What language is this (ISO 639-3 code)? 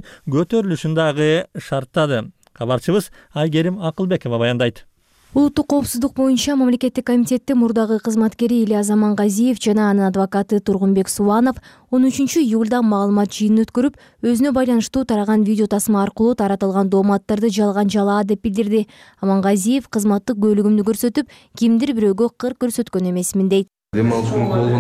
kir